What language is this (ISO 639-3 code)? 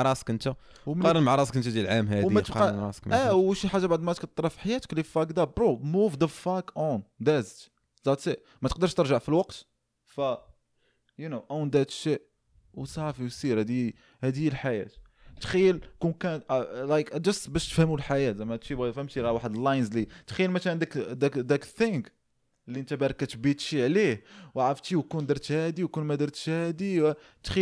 ary